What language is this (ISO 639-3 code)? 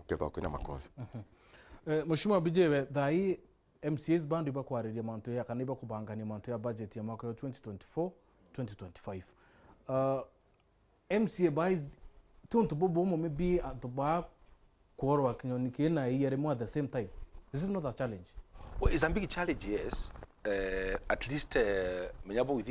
mer